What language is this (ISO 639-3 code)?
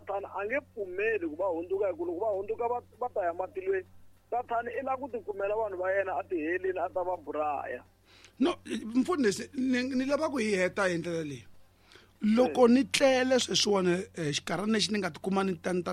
tso